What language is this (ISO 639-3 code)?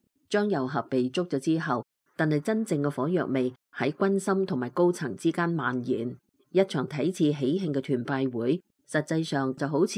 yue